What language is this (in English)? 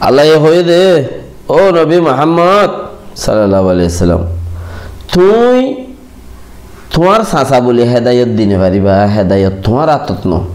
Rohingya